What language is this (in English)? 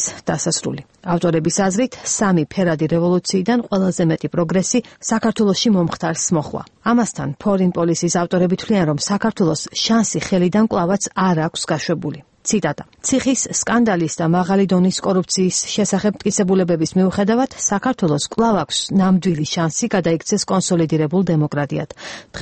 Georgian